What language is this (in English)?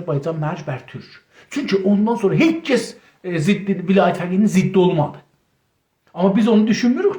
South Azerbaijani